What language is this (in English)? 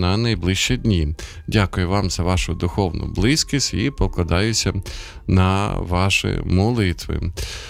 Ukrainian